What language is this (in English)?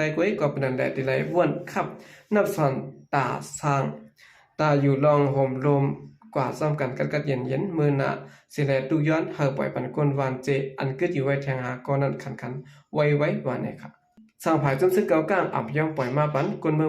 Shan